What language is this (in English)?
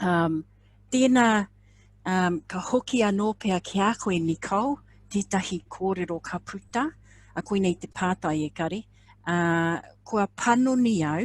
Māori